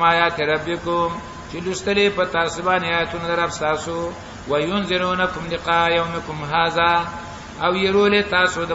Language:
Pashto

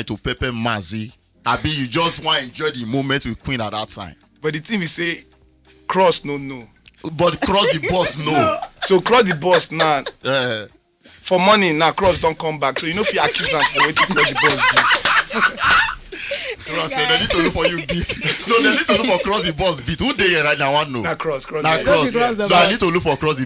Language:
Nigerian Pidgin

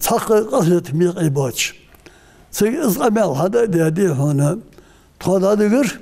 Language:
Ingush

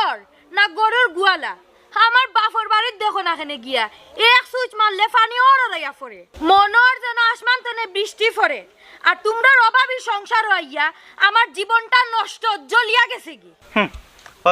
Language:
Sylheti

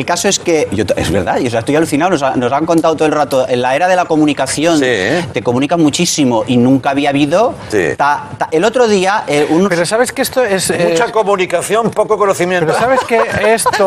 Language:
Spanish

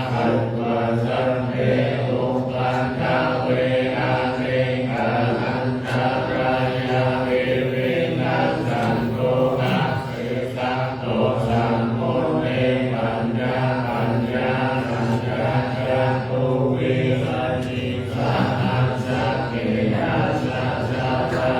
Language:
Pali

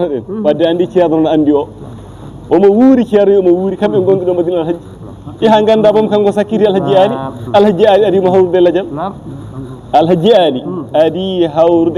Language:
Fula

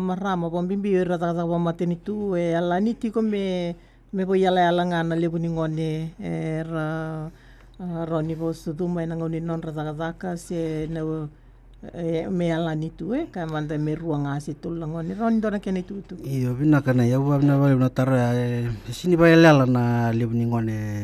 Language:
Fijian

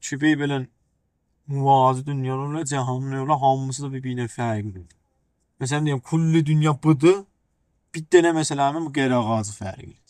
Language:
South Azerbaijani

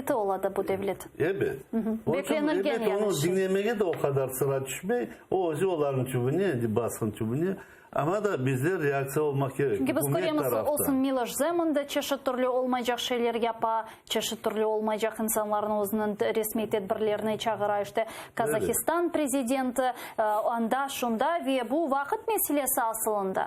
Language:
Crimean Tatar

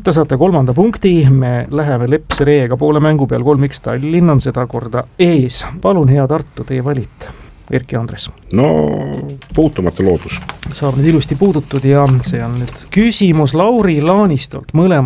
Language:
Estonian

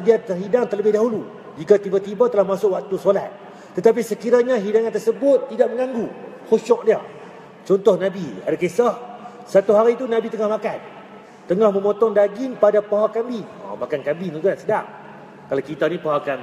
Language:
Malay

